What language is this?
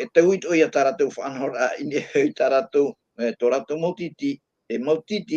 Tahitian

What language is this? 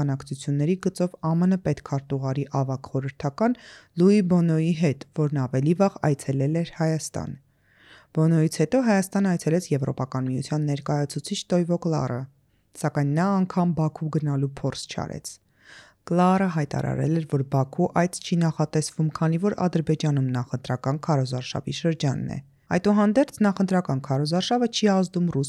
Armenian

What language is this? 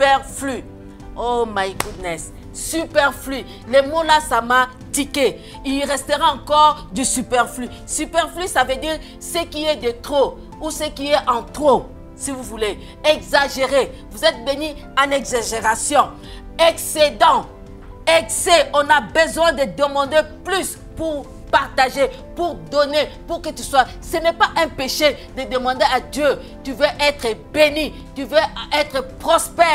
French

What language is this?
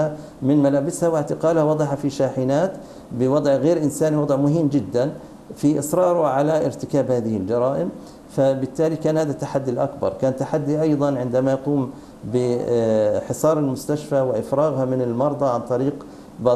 Arabic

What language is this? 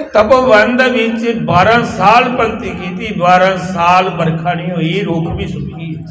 Dogri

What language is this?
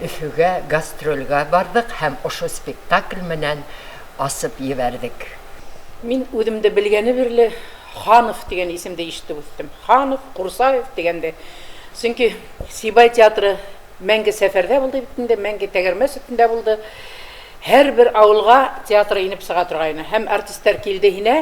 Bashkir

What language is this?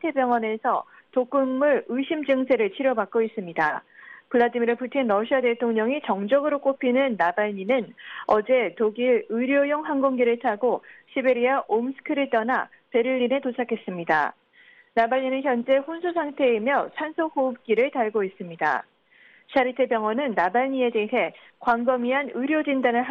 Korean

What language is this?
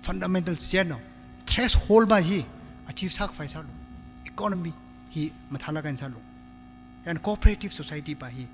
Tangkhul Naga (India)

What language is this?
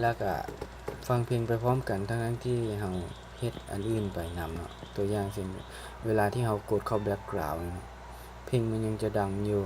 Lao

